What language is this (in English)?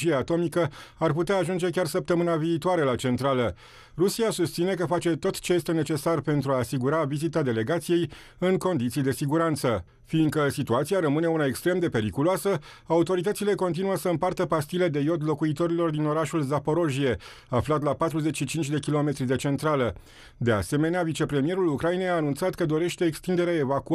Romanian